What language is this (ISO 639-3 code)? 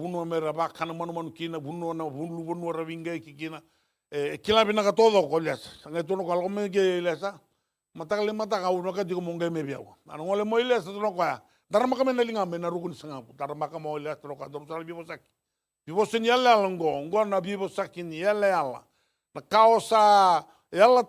fij